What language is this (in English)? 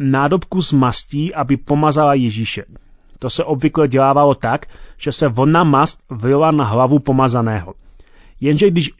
Czech